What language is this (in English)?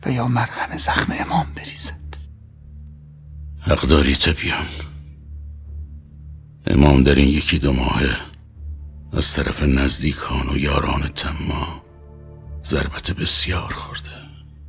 Persian